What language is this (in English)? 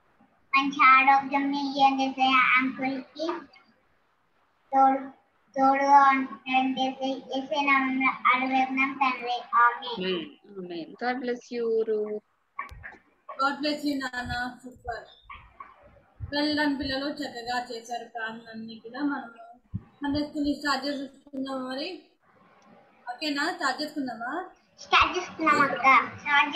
Telugu